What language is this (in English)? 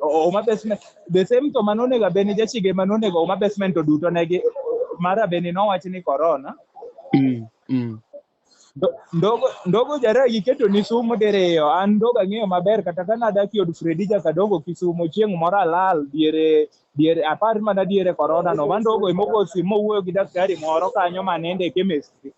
Luo (Kenya and Tanzania)